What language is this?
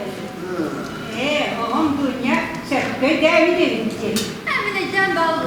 Yakut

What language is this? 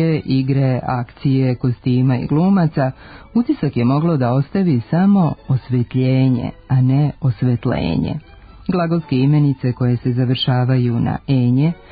Serbian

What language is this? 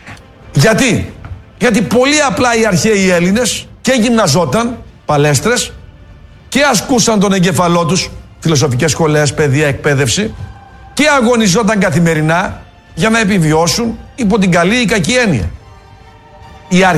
Greek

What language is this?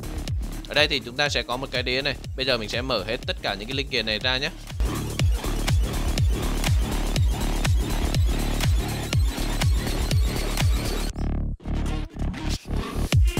Vietnamese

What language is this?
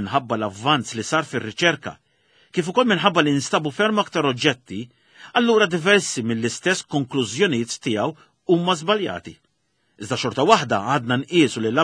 Maltese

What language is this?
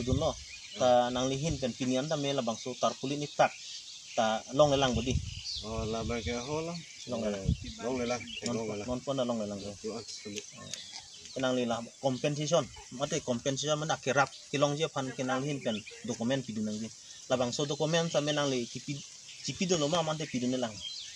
Karbi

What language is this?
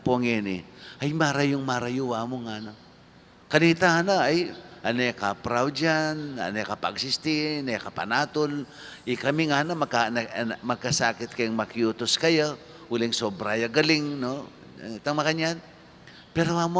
Pampanga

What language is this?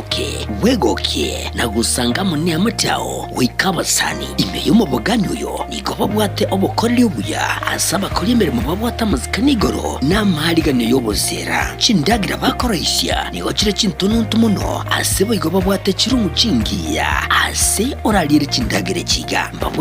Gusii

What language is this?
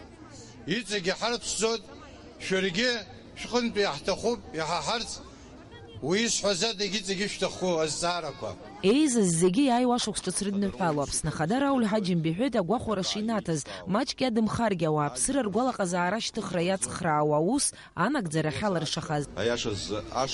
Abkhazian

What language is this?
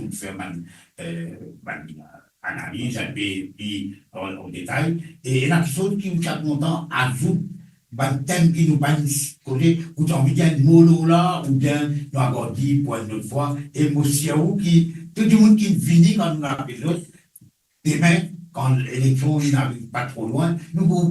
Morisyen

